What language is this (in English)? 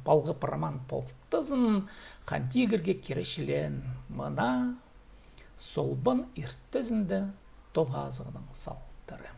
Khakas